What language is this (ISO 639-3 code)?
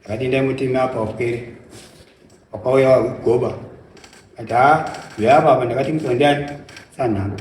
sna